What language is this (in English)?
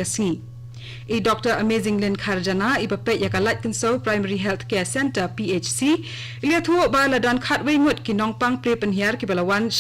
Khasi